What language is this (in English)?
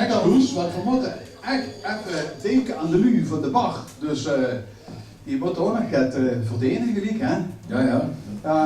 Limburgish